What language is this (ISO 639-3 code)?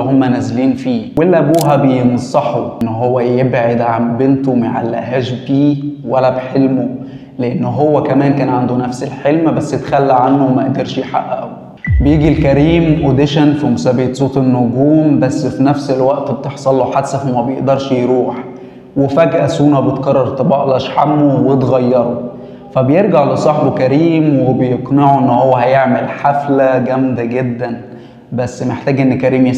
arz